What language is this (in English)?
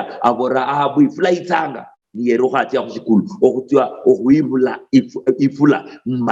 Luyia